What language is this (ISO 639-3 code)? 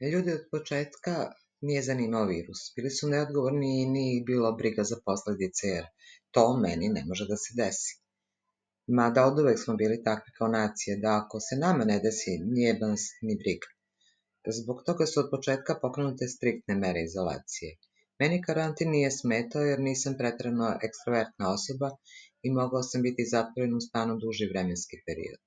srp